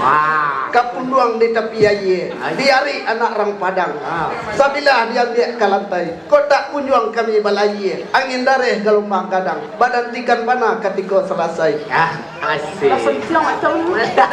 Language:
Minangkabau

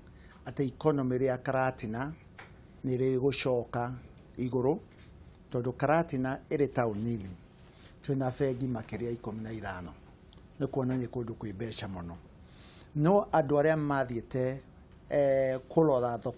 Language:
Kikuyu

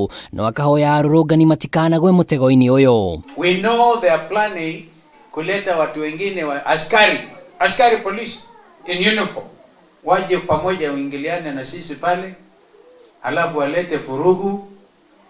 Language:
Kikuyu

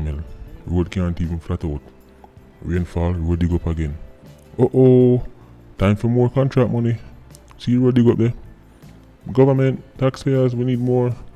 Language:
Jamaican Creole English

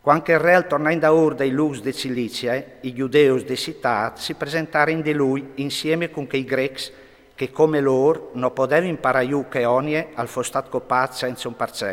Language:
Friulian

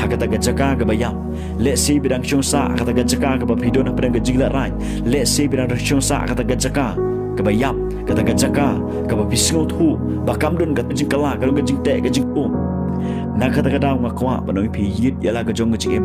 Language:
Khasi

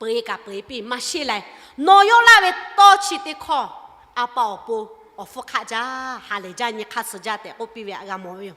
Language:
Lahu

